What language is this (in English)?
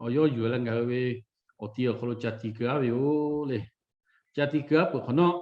Lahu